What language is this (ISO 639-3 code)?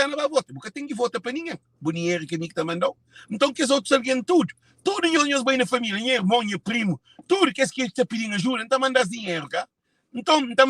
kea